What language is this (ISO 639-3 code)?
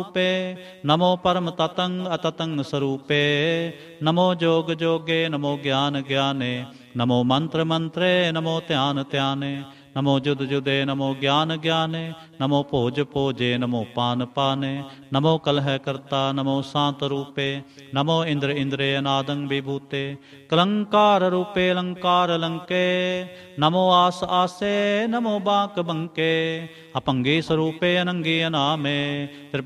pan